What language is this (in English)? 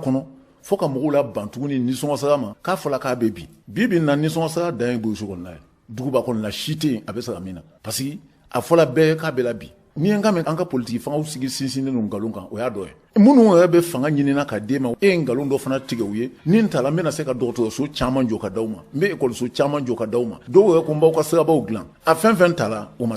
Bambara